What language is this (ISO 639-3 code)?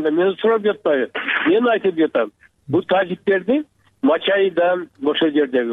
kir